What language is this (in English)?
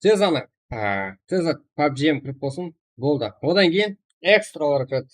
Kara-Kalpak